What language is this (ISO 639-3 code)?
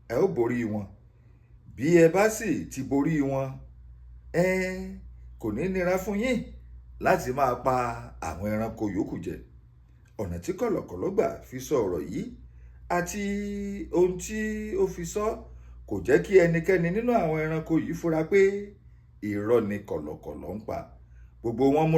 yor